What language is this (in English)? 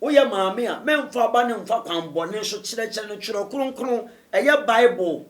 Akan